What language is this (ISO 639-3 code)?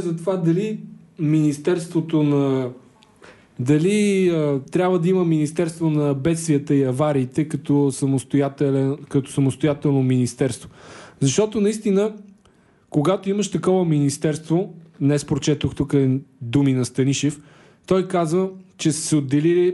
bul